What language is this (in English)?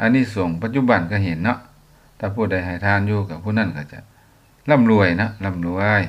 Lao